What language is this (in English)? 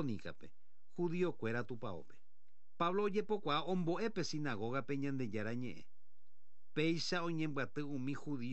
Guarani